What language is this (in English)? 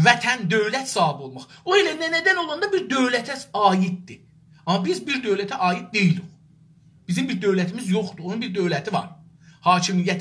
South Azerbaijani